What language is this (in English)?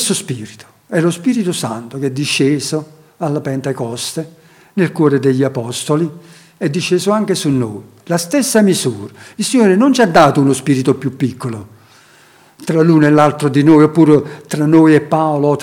Italian